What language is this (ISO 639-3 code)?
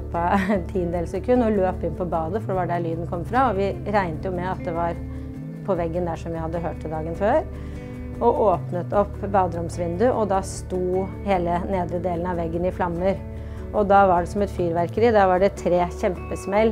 nor